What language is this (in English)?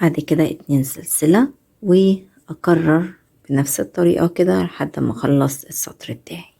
Egyptian Arabic